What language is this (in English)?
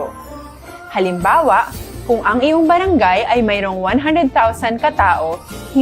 Hiligaynon